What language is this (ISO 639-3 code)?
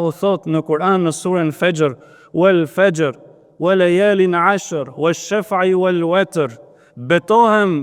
sqi